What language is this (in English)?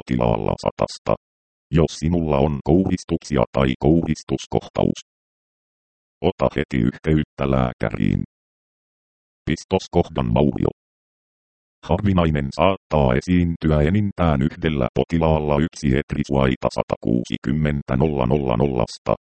Finnish